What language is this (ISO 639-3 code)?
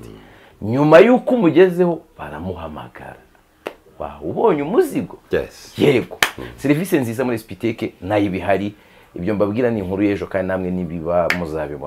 kin